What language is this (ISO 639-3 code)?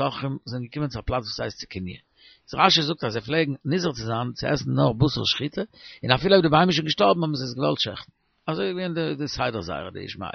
yid